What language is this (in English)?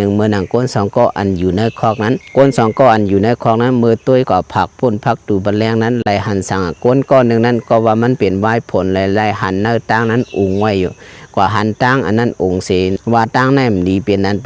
Shan